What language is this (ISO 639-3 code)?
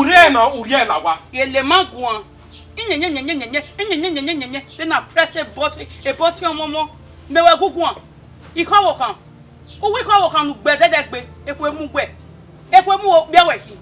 bin